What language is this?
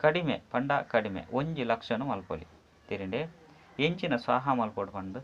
Tulu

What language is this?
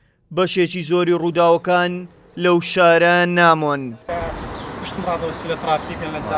Central Kurdish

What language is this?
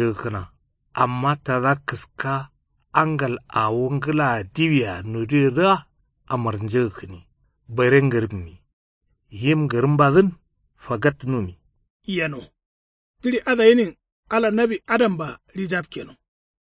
Kanuri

